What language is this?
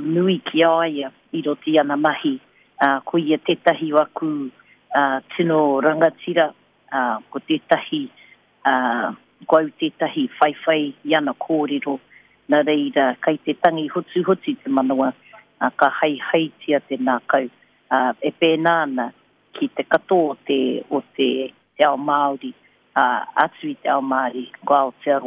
Māori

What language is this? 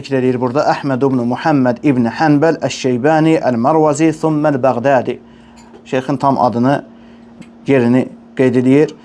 Azerbaijani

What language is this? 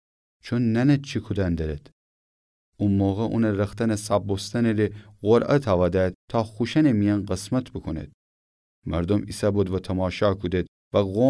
Gilaki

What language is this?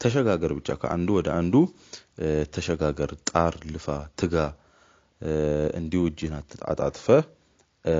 Amharic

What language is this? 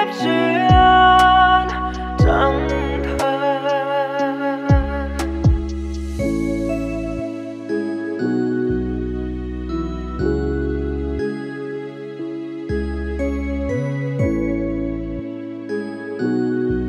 Vietnamese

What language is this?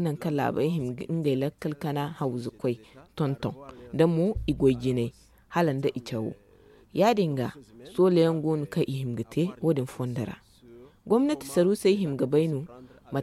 Zarma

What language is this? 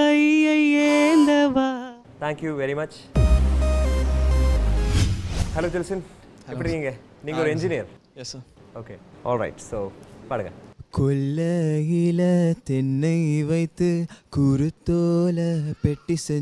Tamil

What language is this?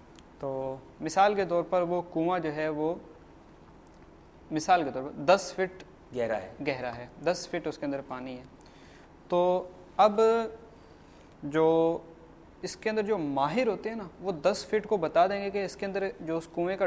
Urdu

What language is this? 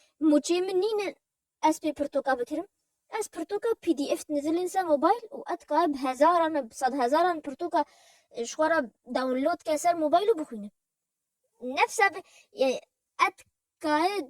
Kurdish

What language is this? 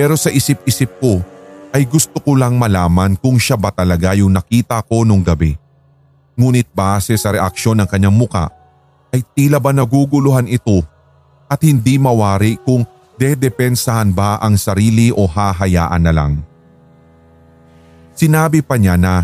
Filipino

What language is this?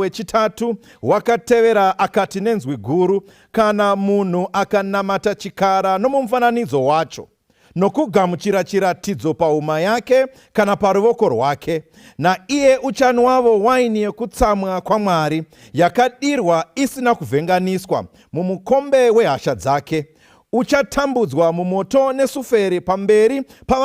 Shona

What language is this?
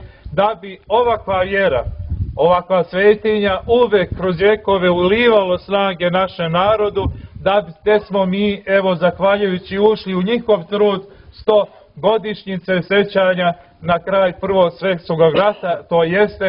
Serbian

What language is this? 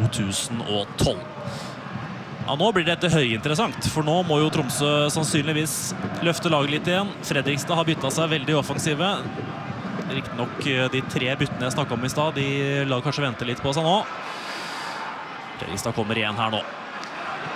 Norwegian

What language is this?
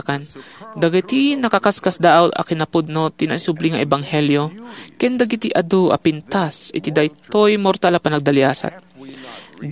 Iloko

